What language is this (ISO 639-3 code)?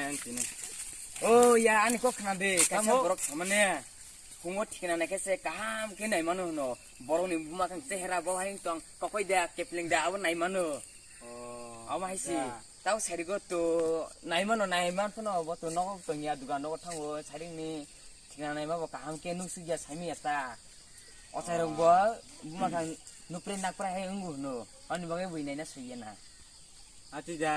trp